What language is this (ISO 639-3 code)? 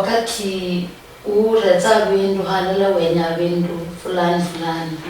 luy